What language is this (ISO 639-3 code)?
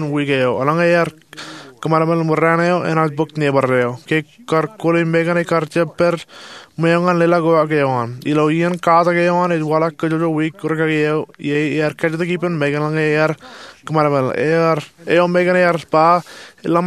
mah